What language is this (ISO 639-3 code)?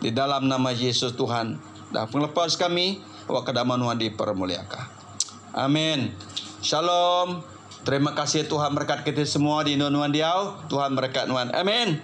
iba